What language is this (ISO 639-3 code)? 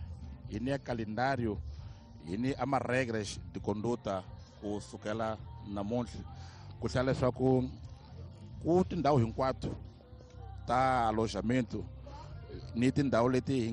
tso